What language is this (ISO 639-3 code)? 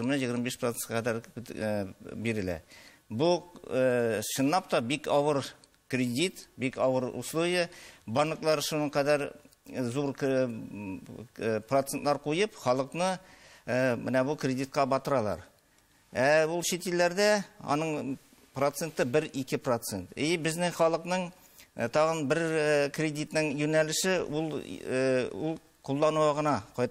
tat